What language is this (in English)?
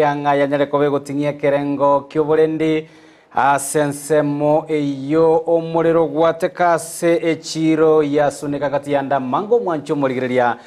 Gusii